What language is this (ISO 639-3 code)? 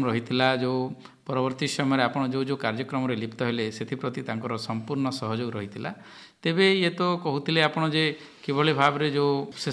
ori